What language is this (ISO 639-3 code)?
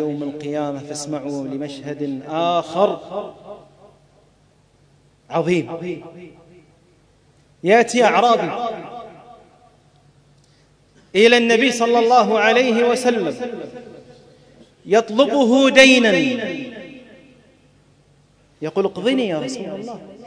ara